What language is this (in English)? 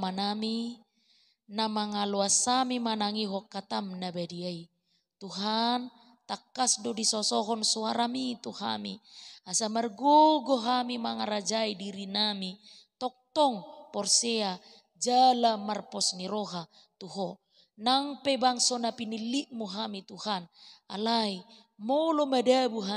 Batak Toba